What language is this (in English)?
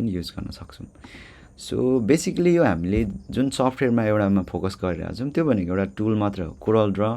Nepali